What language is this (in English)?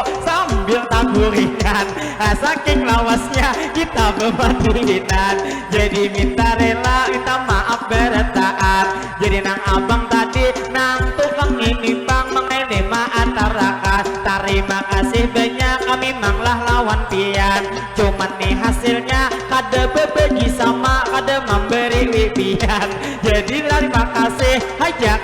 Banjar